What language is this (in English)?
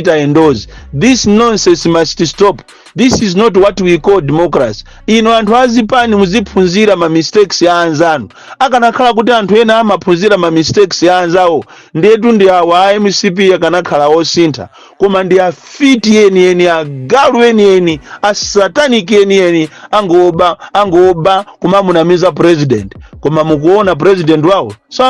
Nyanja